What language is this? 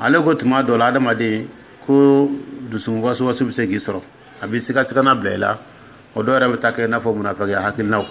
Dyula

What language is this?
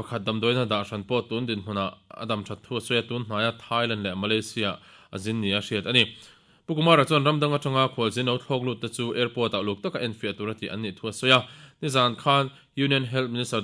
Mizo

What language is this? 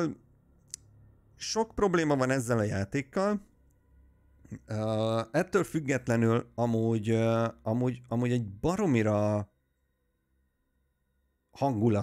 Hungarian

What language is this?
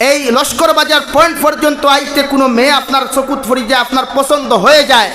Sylheti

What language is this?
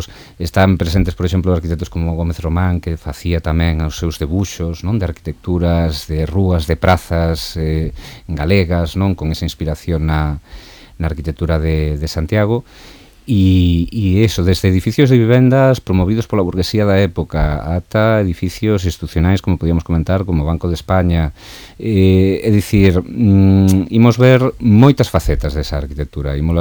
Galician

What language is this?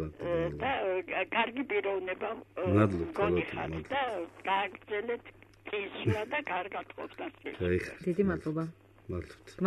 Georgian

